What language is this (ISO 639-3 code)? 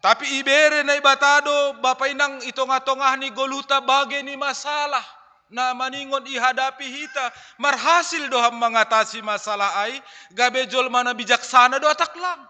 bts